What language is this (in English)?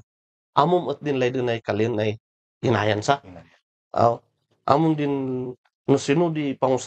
Kankanaey